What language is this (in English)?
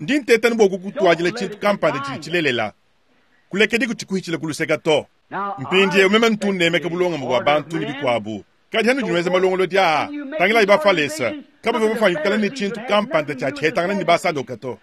Luba-Lulua